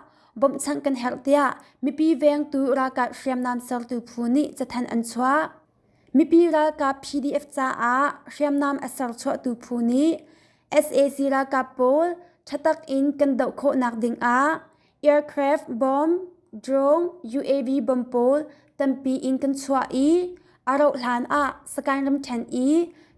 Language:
Hakha Chin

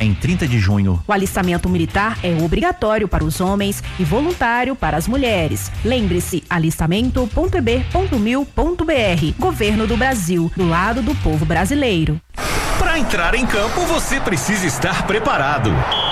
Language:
Portuguese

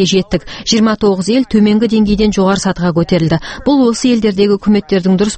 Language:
Kazakh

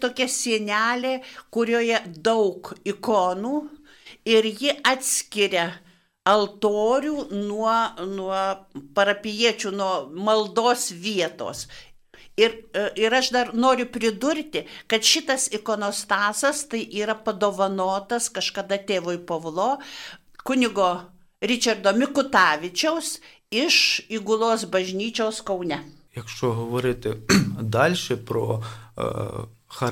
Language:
Lithuanian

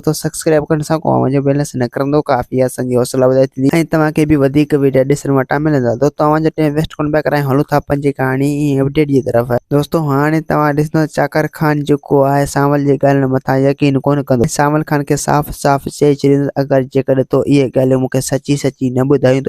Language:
Sindhi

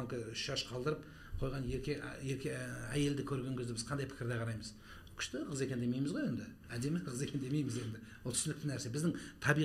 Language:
Kazakh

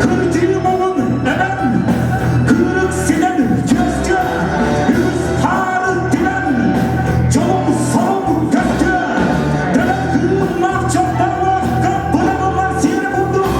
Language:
Yakut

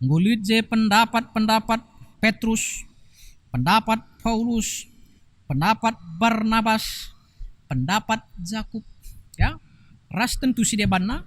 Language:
Batak Karo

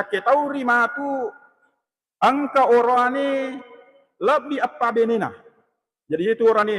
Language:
Buginese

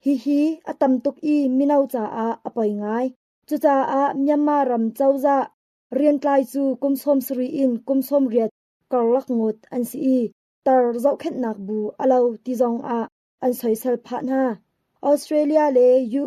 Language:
Hakha Chin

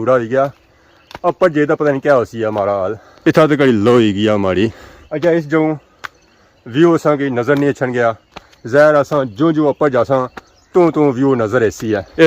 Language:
Pahari-Potwari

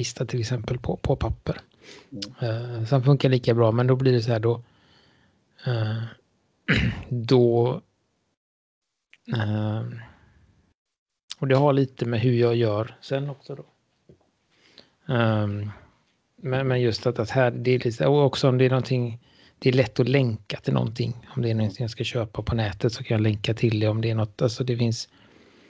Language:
Swedish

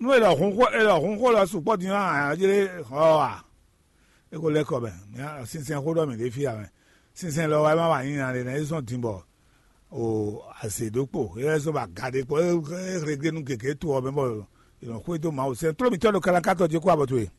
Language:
Fon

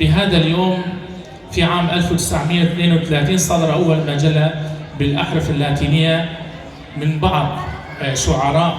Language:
Kurdish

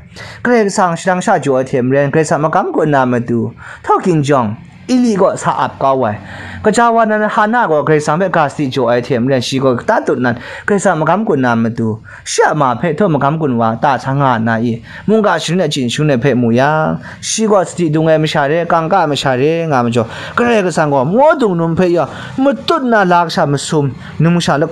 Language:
Kachin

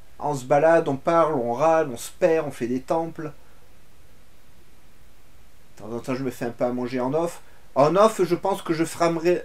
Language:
French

